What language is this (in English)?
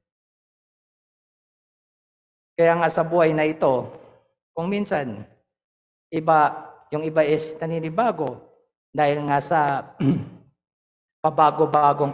Filipino